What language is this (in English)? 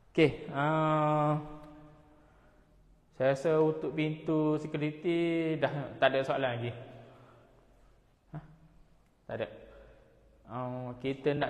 Malay